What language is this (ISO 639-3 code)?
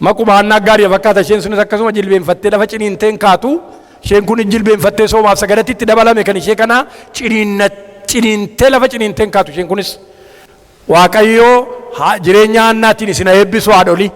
orm